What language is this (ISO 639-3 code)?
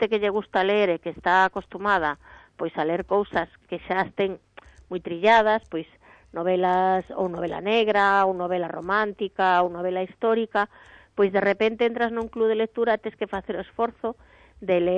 glg